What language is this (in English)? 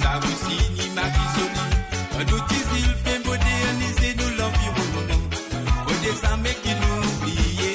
Morisyen